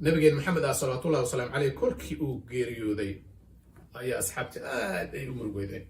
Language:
Somali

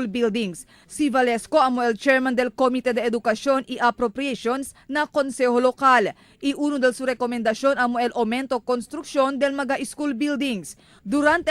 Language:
Chavacano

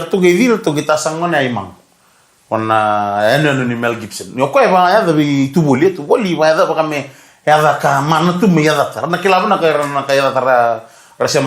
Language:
Fijian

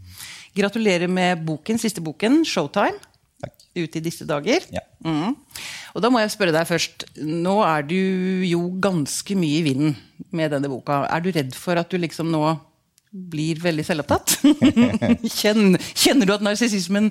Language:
Norwegian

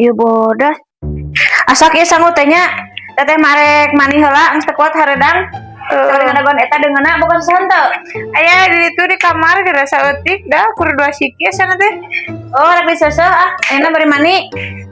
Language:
Sundanese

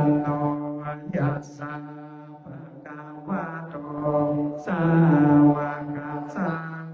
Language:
Pali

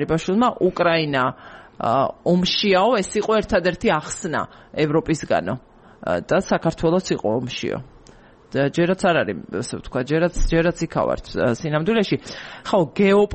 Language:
Georgian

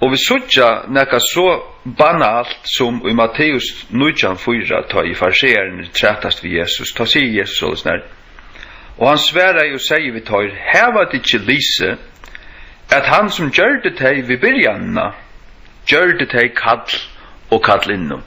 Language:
Faroese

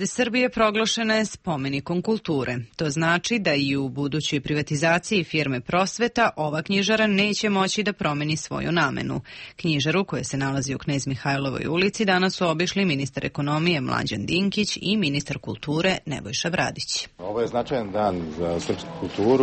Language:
Serbian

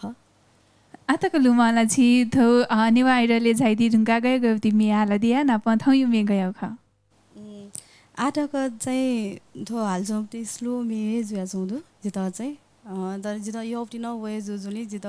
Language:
Newari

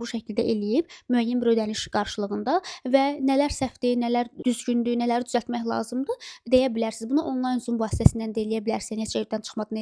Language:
Azerbaijani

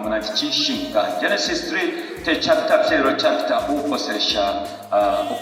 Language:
Bemba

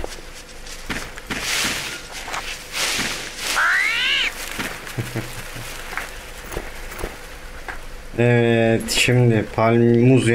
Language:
Turkish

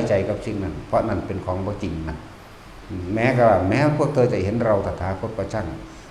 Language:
Northeastern Thai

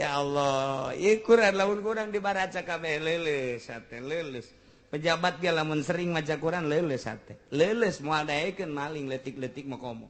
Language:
Sundanese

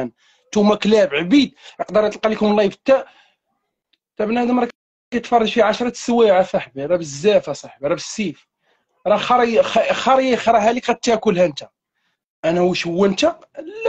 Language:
Moroccan Arabic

